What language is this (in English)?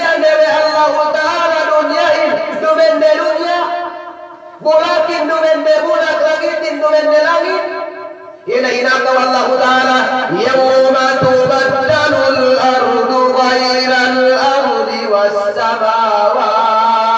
Yakan